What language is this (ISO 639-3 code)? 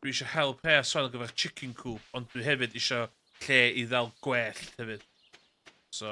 cym